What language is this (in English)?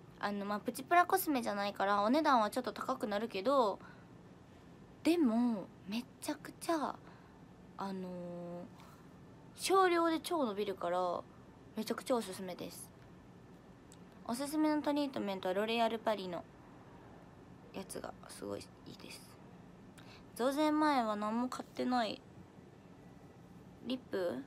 Japanese